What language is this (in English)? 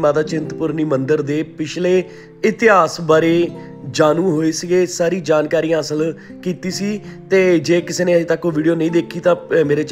Punjabi